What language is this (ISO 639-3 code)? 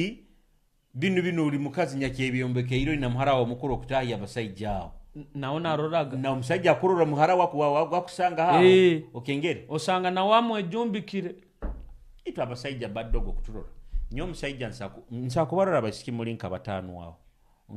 nyo